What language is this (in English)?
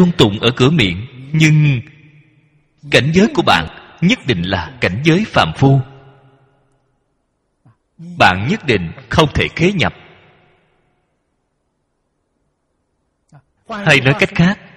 Vietnamese